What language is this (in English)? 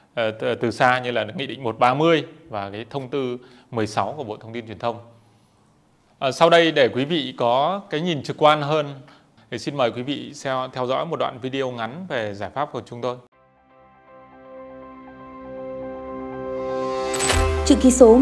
Vietnamese